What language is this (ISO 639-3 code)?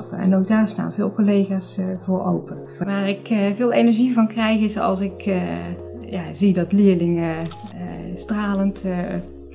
nld